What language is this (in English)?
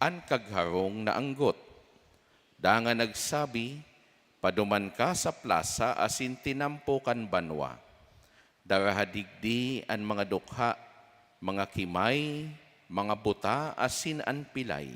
Bikol